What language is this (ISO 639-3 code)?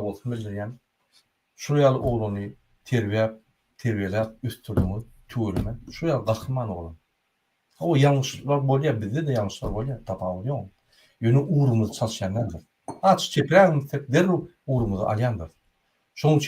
tuk